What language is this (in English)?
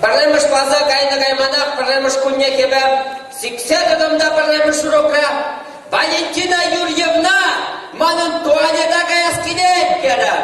Chuvash